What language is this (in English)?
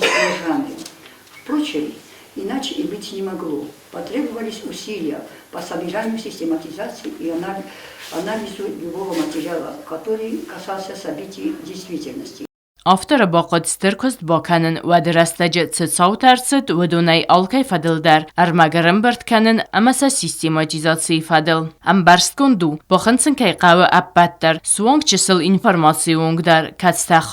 Ossetic